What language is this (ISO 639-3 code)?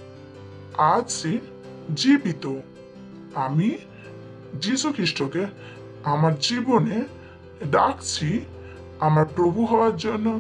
ben